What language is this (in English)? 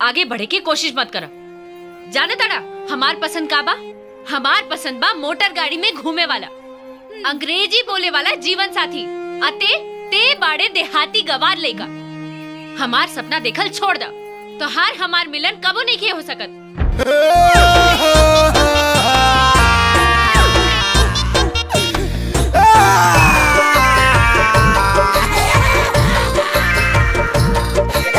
Bhojpuri